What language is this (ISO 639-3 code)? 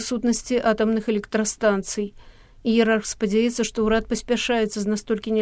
bel